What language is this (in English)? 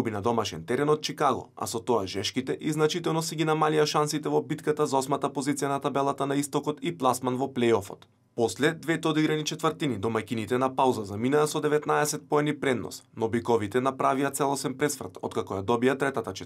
Macedonian